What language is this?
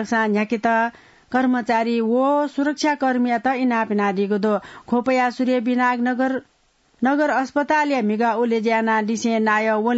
Newari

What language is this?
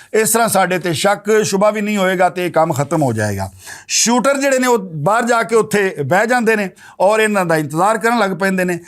Western Panjabi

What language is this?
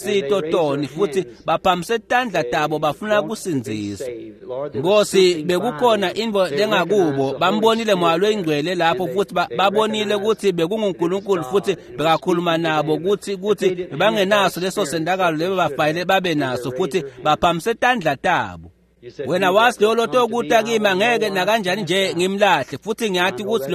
Swati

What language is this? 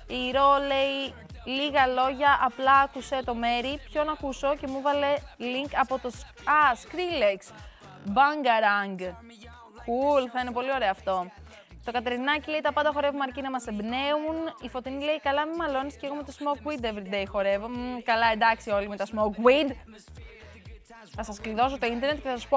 Greek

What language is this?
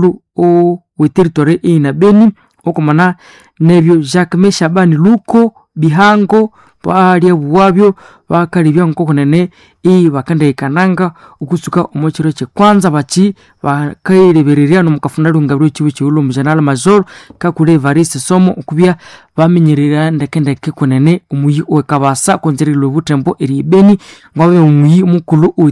Nande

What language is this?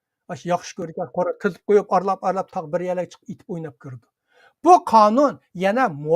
Uyghur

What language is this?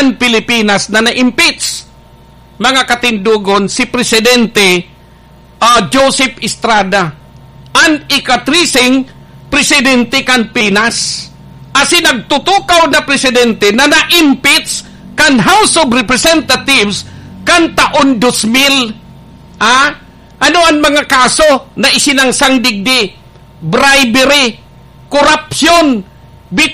Bikol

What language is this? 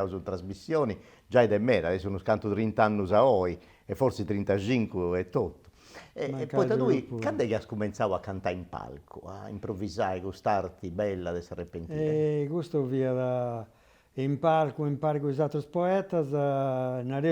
Sardinian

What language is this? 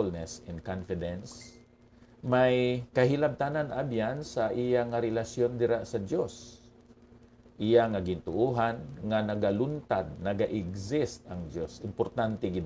Hiligaynon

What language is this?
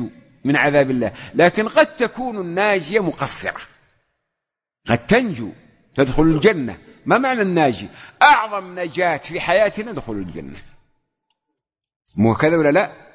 Arabic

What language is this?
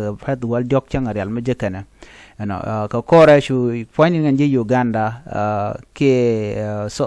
Nuer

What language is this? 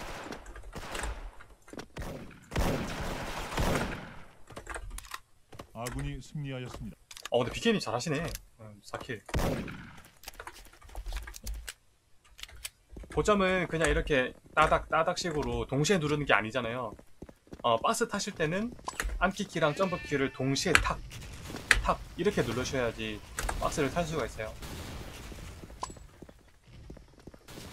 Korean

